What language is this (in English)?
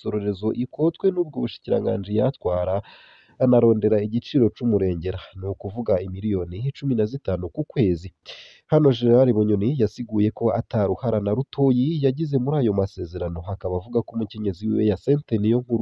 Rundi